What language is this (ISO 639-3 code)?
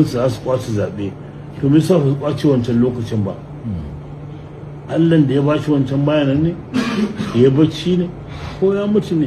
hau